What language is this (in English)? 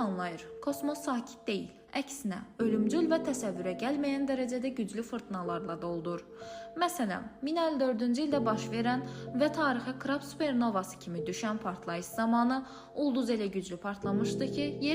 Azerbaijani